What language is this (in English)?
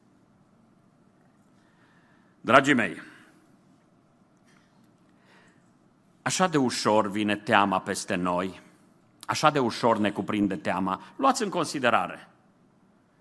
Romanian